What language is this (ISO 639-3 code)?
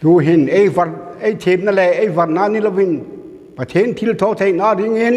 hmr